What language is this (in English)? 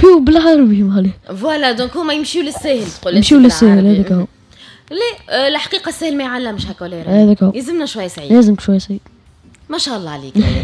Tunisian Arabic